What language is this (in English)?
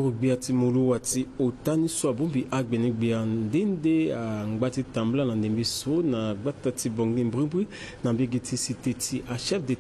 Sango